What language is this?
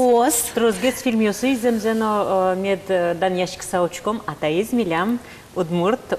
Udmurt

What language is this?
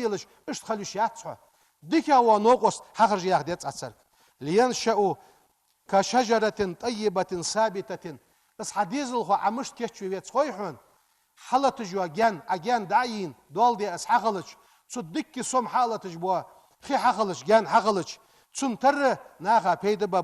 Ingush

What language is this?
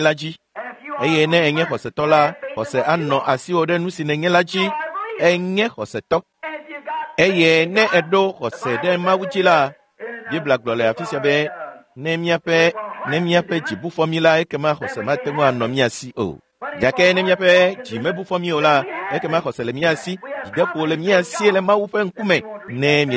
Ewe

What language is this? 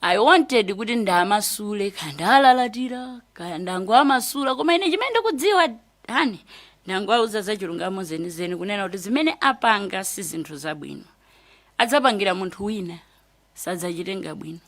Nyanja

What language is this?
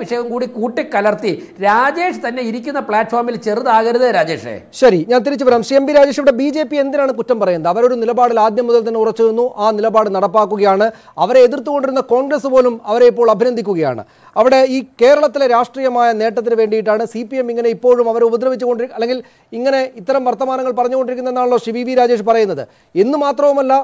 Malayalam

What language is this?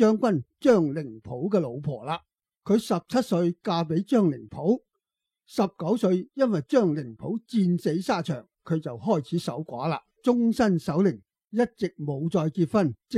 Cantonese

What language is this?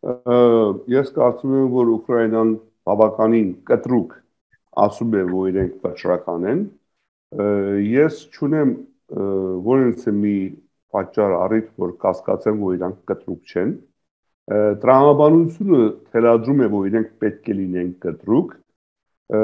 Armenian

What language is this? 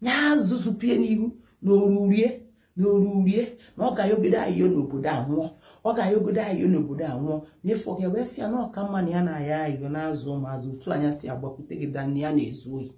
Igbo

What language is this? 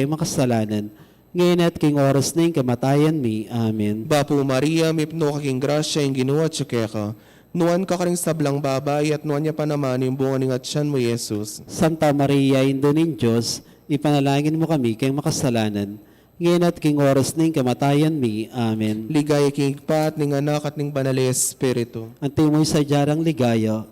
Pampanga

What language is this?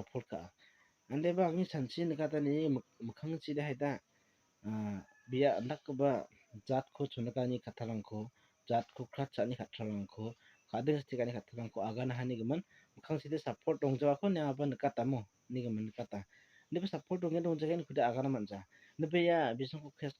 Garo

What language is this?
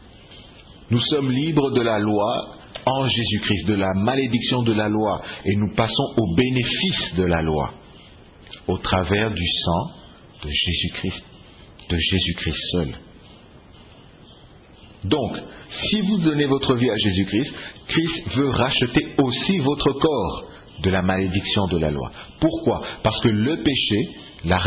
French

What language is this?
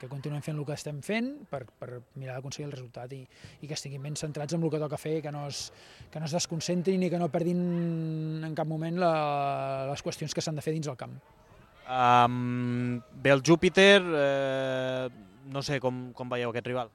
Catalan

